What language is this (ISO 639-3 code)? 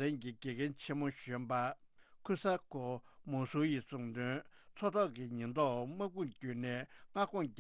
bod